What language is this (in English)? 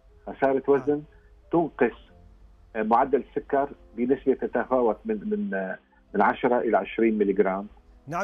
Arabic